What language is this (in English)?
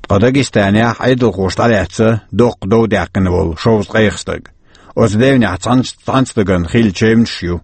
Chechen